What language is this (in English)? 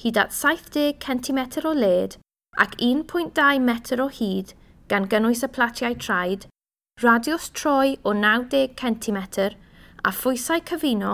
Welsh